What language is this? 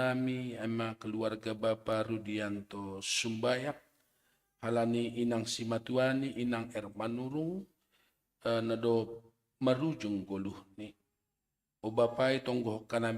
Batak Simalungun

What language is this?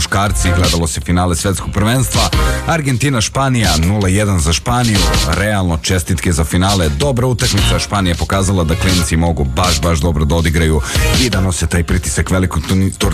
Serbian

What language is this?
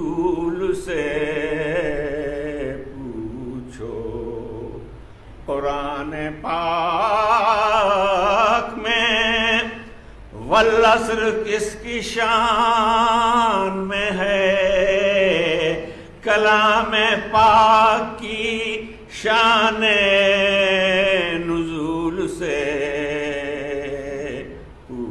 Urdu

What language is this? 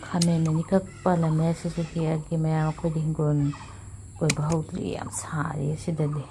Manipuri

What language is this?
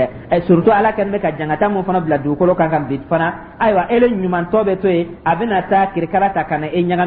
Dyula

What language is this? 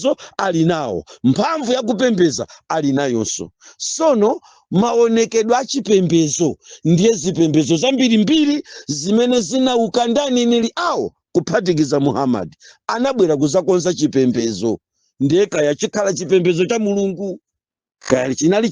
Nyanja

